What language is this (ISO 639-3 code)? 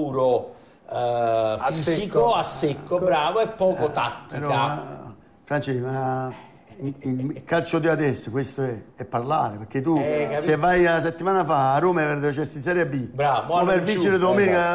ita